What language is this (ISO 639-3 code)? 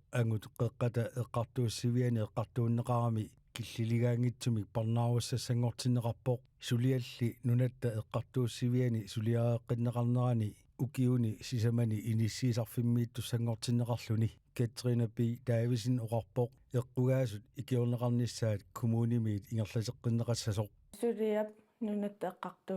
kal